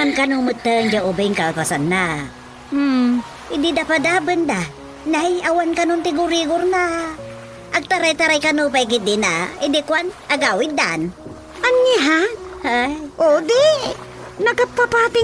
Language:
Iloko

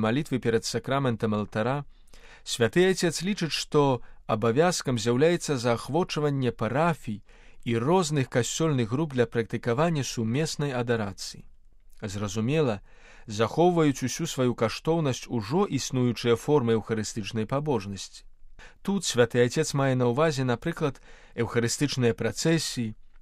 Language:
Belarusian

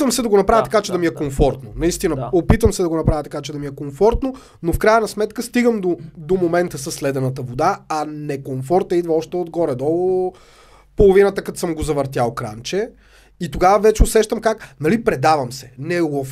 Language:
Bulgarian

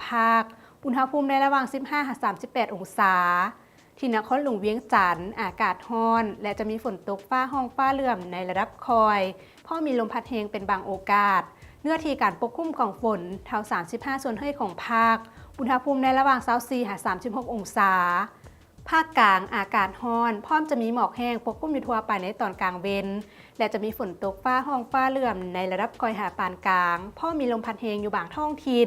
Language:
Lao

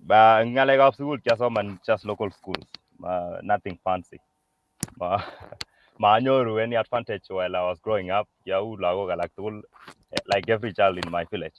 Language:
Kalenjin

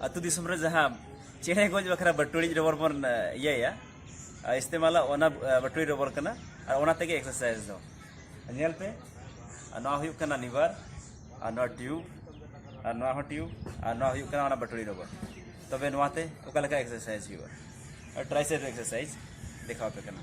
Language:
Santali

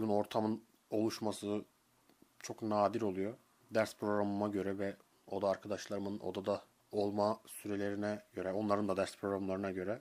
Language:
Turkish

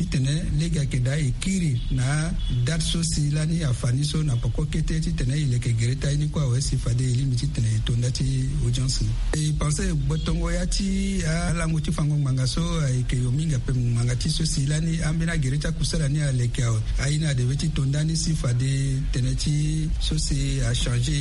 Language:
Sango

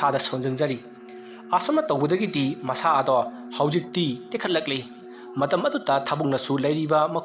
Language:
Manipuri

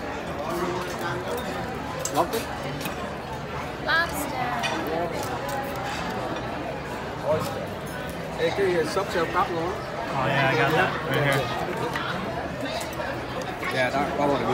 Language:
Vietnamese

